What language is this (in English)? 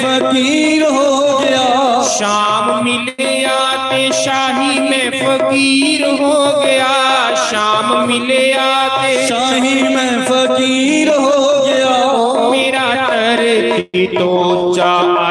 Dogri